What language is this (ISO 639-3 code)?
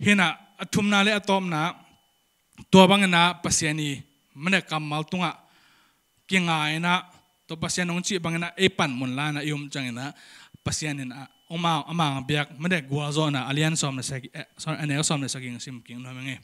ctd